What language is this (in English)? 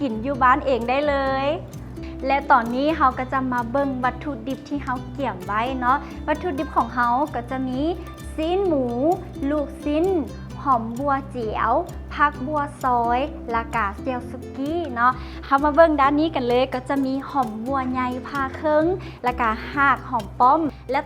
Lao